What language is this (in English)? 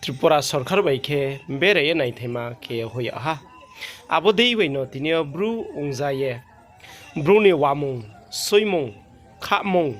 Riang (India)